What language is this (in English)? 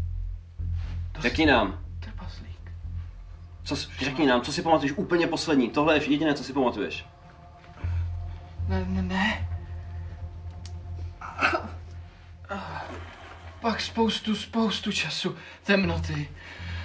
Czech